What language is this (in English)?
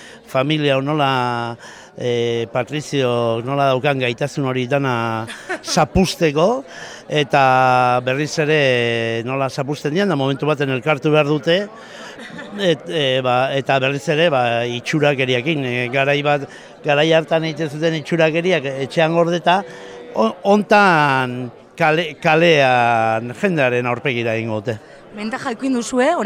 Basque